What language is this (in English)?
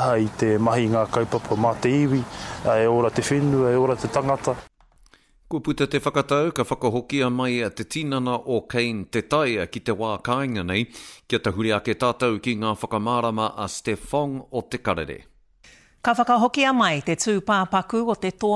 Māori